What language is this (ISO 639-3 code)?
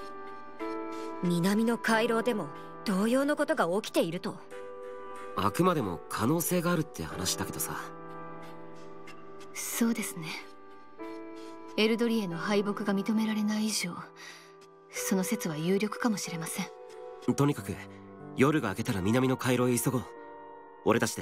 jpn